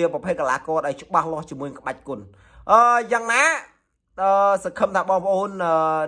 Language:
Khmer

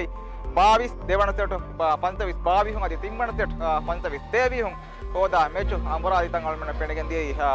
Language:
Divehi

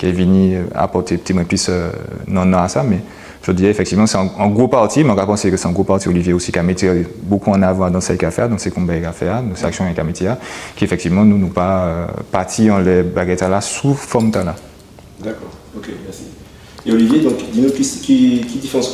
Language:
Guadeloupean Creole French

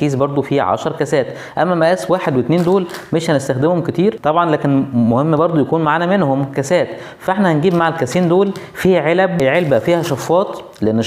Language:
Egyptian Arabic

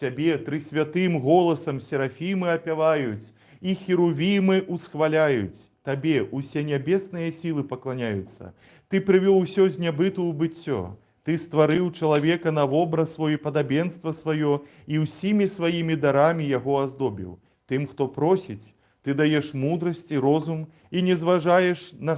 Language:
Belarusian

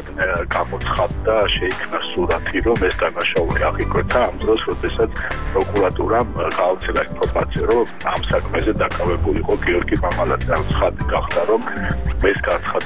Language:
Georgian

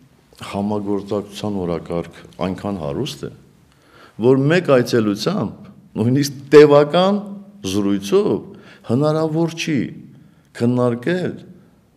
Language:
Armenian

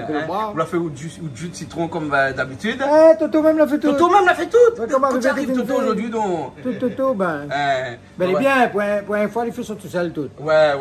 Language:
Réunion Creole French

